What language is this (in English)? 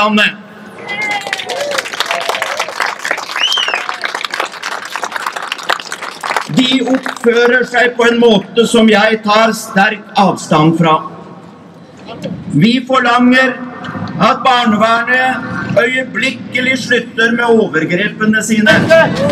Norwegian